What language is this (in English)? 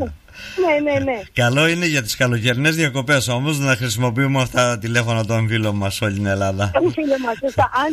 Greek